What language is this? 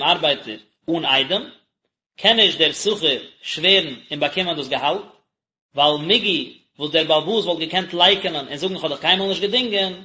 Yiddish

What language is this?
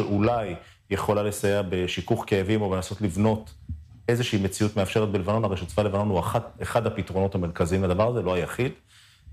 Hebrew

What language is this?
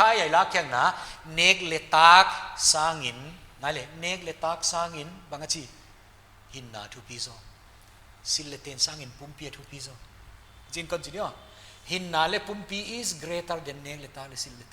Paite Chin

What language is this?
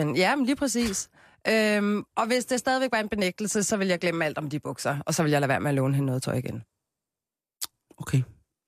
Danish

